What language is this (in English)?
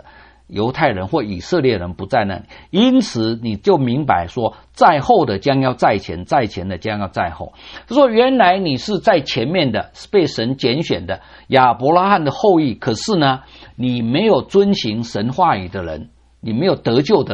Chinese